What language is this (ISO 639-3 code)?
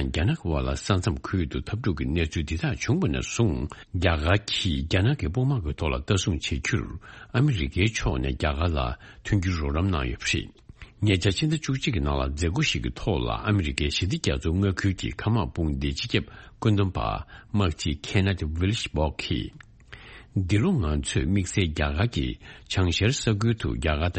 bod